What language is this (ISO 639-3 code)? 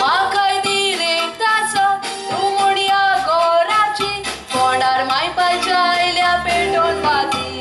kok